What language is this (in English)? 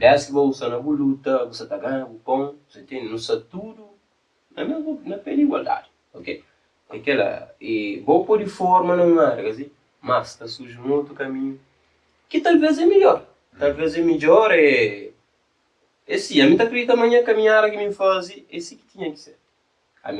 Kabuverdianu